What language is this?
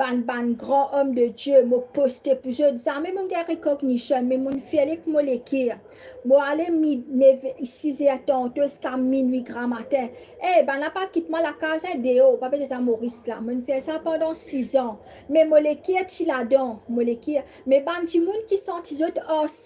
Morisyen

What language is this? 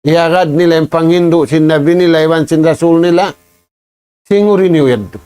Tausug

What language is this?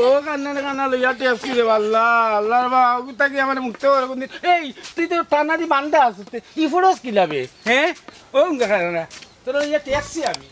Sylheti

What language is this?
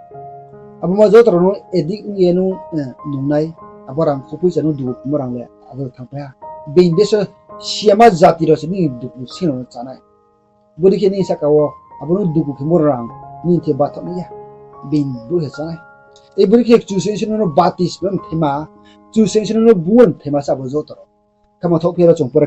Riang (India)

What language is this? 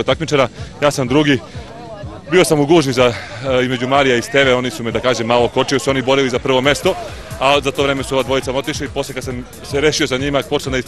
Serbian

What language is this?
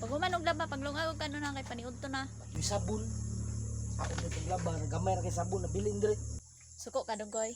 Cebuano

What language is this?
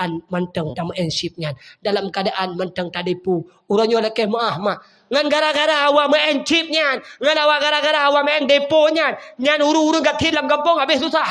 Achinese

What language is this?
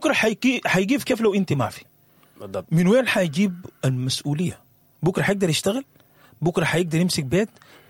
Sudanese Arabic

